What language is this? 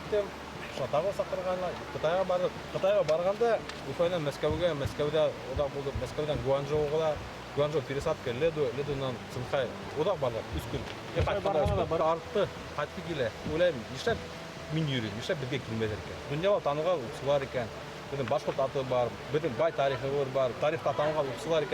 Bashkir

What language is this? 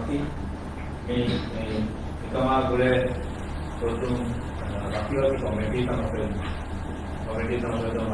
Divehi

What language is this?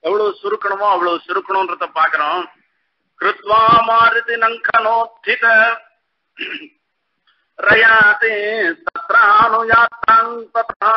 Tamil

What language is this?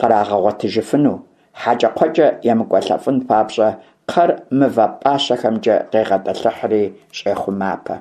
Kabardian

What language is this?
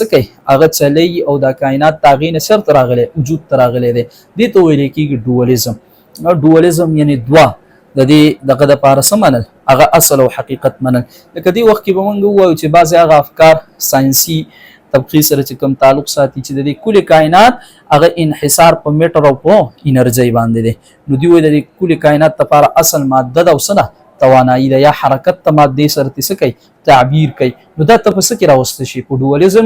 Pashto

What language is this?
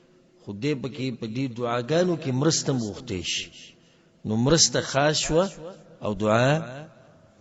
Pashto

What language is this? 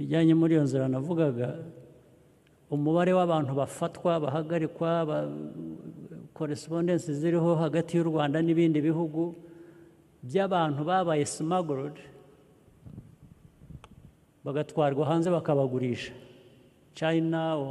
Kinyarwanda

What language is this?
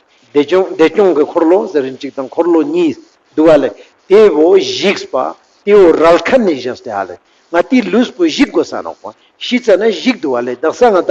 Ladakhi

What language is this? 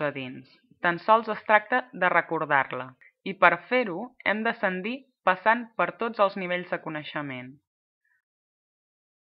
Catalan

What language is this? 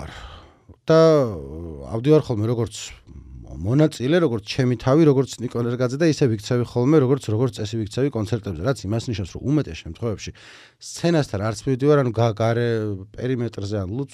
Georgian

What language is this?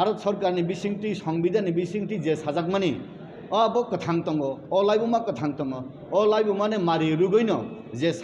Kok Borok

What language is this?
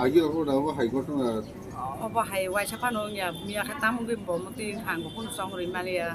Kok Borok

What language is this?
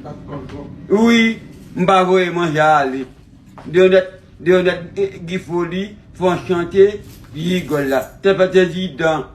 Haitian Creole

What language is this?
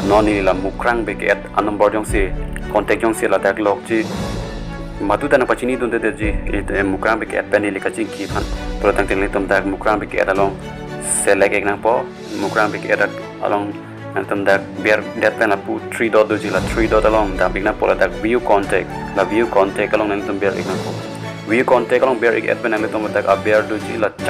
Karbi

